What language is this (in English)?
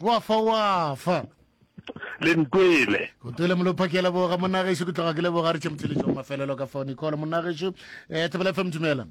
Northern Sotho